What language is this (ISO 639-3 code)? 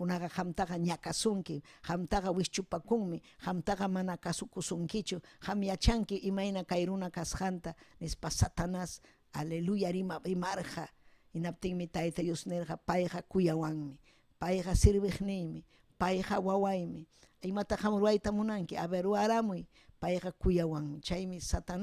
quy